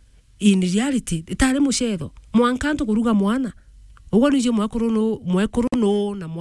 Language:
Meru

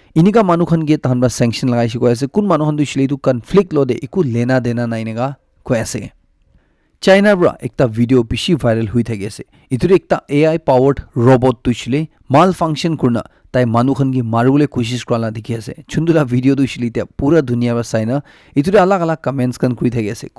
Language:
Naga Pidgin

